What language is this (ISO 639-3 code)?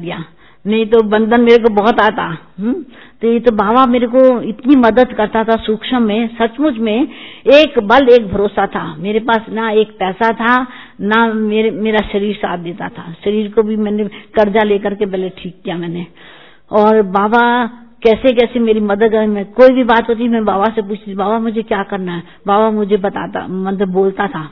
hin